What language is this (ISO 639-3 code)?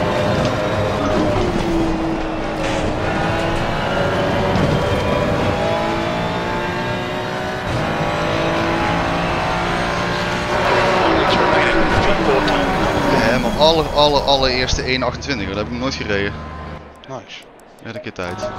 nld